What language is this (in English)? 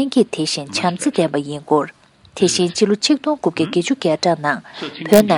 Tibetan